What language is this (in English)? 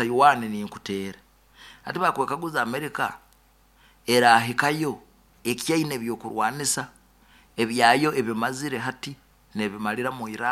Nyankole